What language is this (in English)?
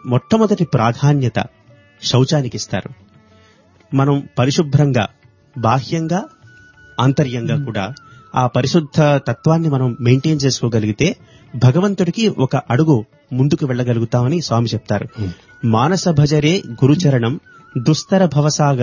Telugu